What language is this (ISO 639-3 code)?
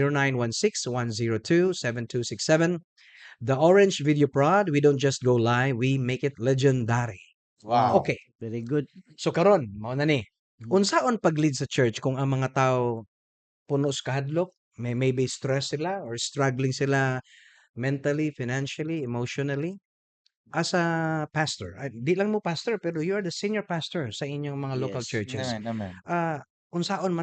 ceb